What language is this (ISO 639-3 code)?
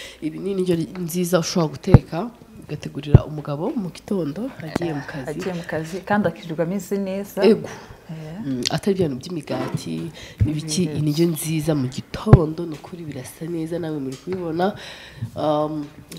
kin